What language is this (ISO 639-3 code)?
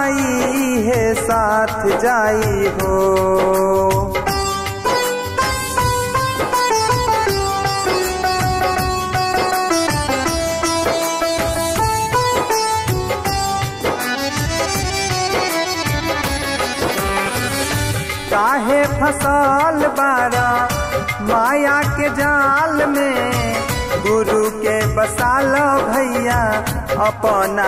bho